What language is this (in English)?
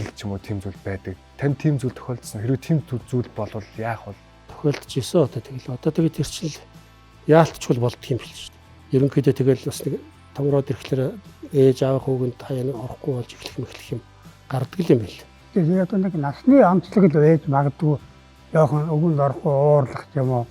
Mongolian